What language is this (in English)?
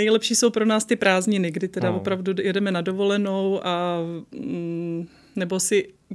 Czech